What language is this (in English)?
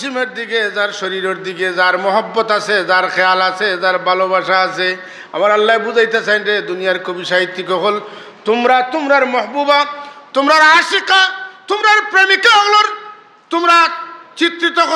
Sylheti